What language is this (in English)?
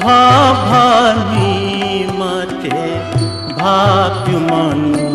Newari